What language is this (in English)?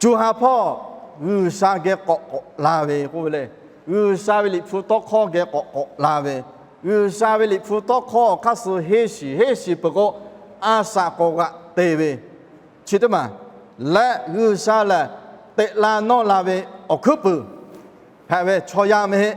Lahu